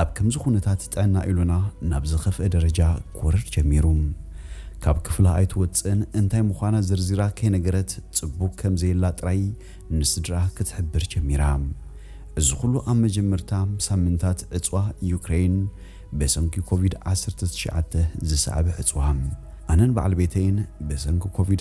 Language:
Tigrinya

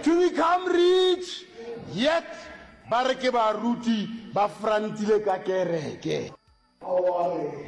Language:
Northern Sotho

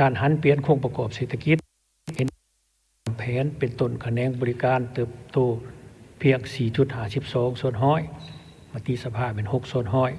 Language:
Lao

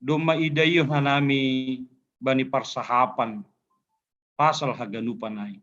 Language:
Batak Simalungun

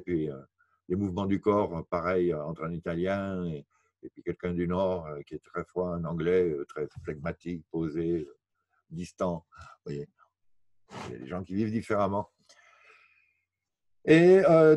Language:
French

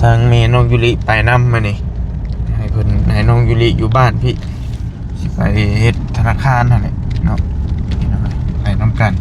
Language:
Northeastern Thai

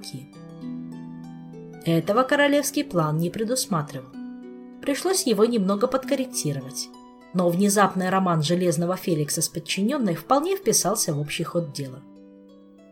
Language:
Russian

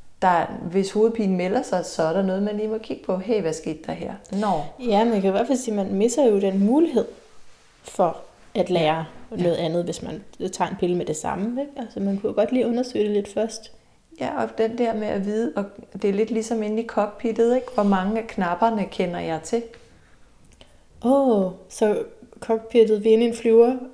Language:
Danish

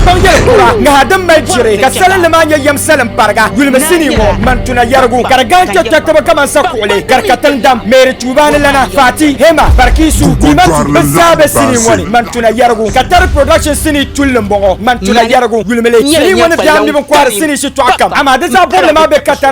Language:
Dagbani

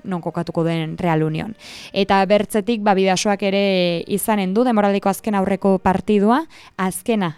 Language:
Basque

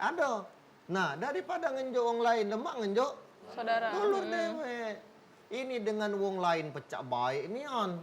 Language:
Musi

